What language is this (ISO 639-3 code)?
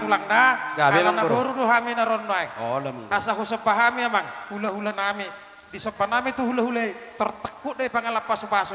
bbc